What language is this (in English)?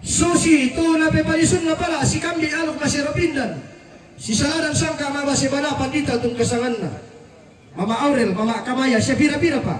Toraja-Sa'dan